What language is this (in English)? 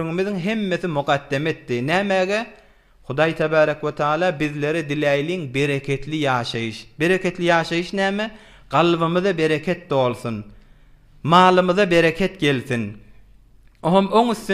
Turkmen